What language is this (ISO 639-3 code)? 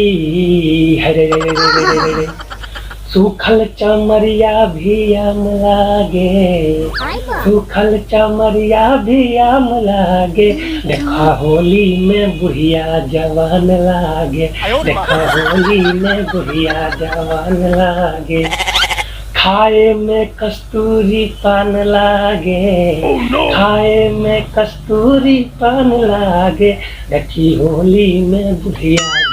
mag